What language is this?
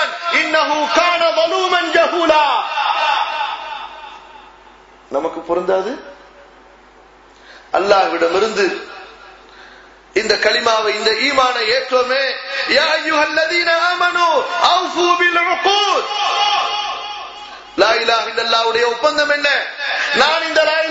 Tamil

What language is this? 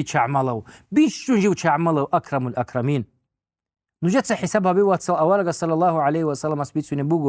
Avaric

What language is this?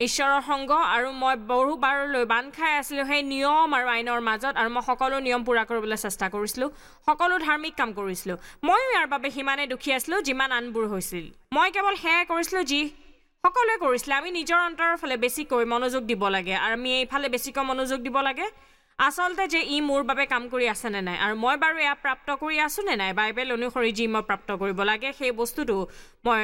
Assamese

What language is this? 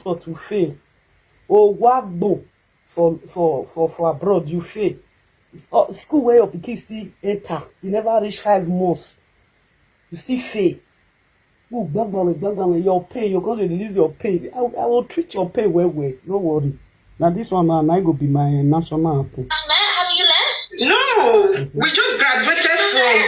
Nigerian Pidgin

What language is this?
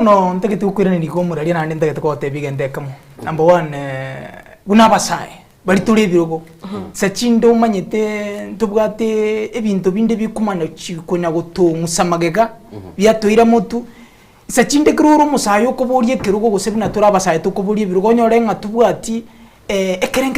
Gusii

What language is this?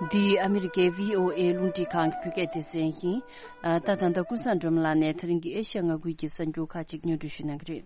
Tibetan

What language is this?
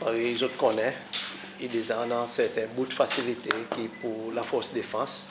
Seselwa Creole French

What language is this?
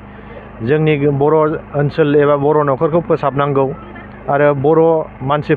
Bodo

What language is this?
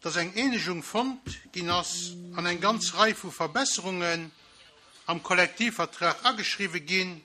Luxembourgish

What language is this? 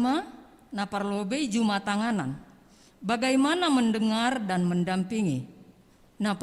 Batak Simalungun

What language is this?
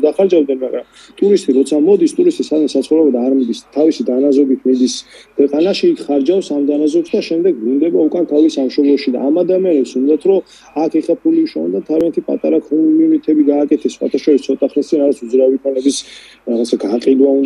Georgian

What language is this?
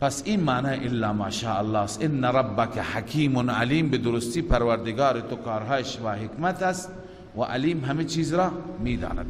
Persian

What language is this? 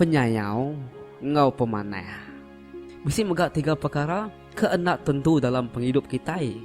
Iban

